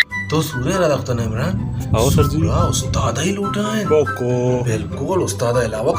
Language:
Baluchi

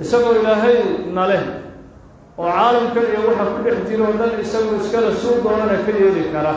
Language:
Somali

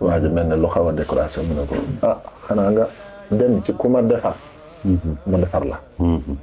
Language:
Wolof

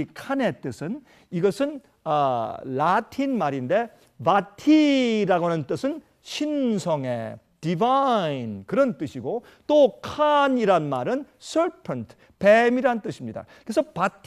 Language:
Korean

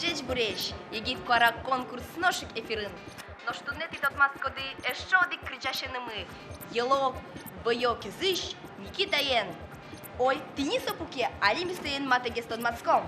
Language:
Udmurt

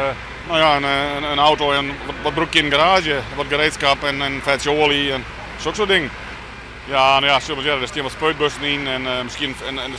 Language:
Western Frisian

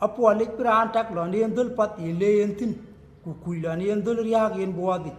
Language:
Dinka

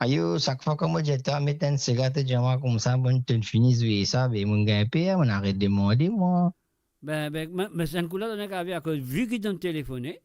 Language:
Morisyen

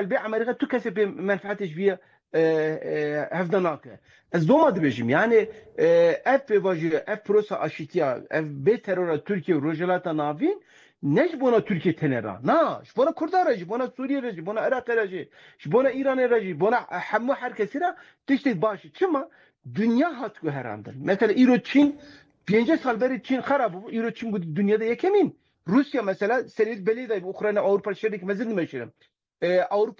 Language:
Kurdish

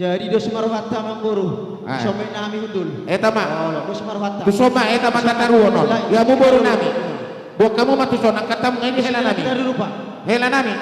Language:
Batak Karo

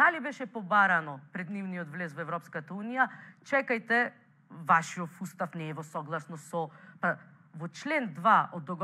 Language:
Macedonian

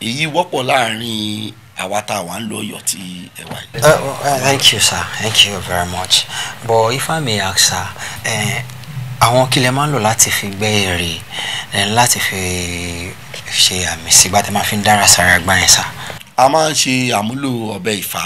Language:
Yoruba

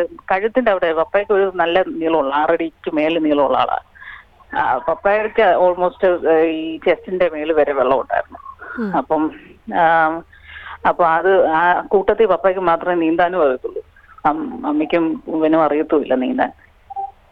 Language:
Malayalam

